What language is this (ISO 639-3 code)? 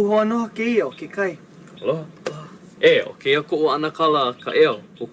haw